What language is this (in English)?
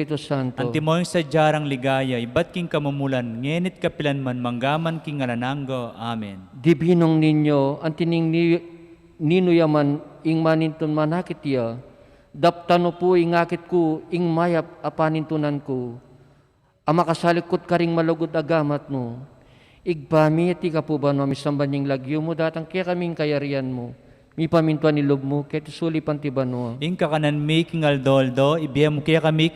Pampanga